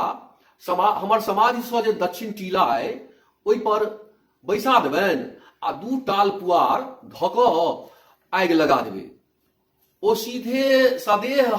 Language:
Maithili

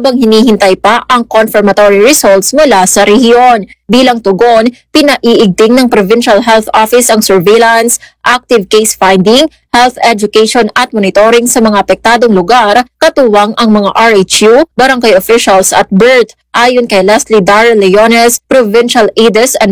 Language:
Filipino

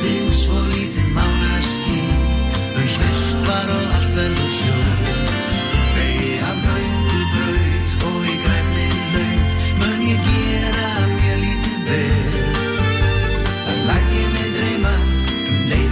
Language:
Icelandic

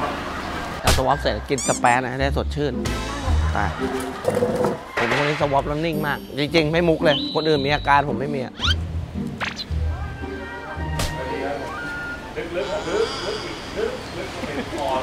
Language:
Thai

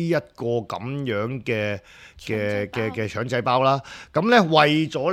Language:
Cantonese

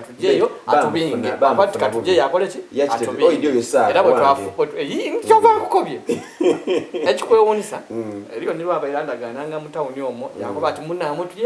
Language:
Soga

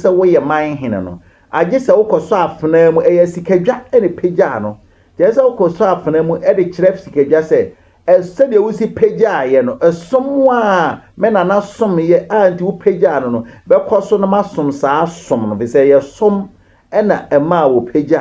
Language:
Akan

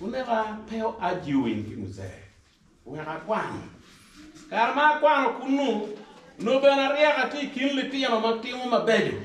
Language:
Acoli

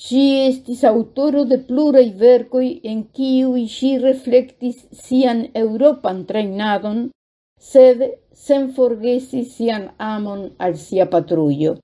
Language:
Esperanto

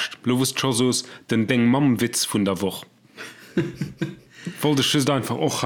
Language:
Luxembourgish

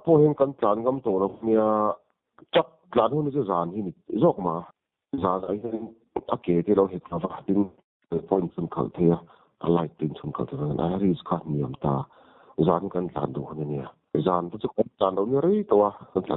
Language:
Mizo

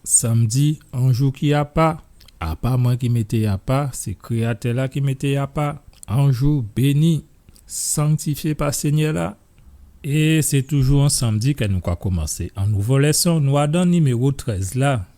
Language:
Guadeloupean Creole French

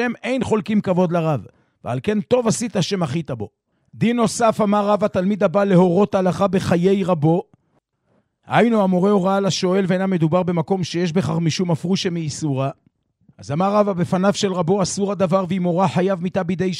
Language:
Hebrew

